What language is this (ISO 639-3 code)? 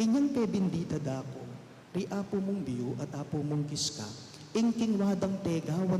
pam